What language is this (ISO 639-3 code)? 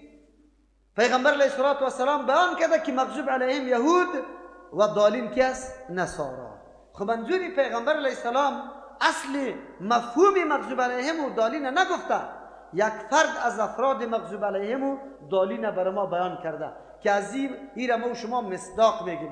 fas